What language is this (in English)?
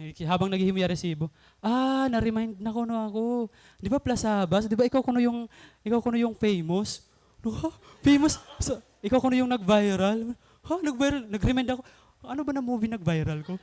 Waray